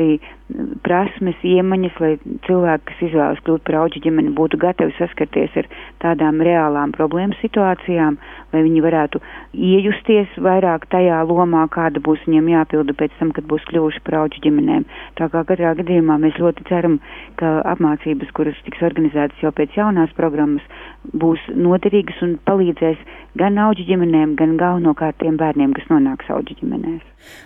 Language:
Latvian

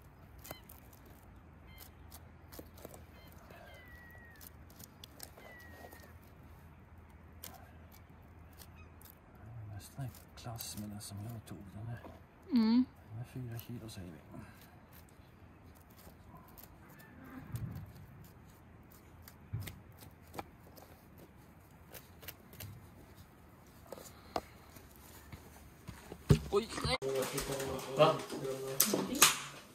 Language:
Swedish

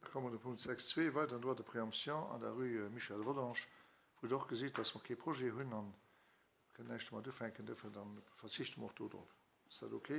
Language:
Luxembourgish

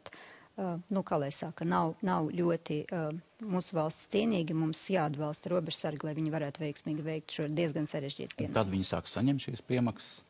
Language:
Latvian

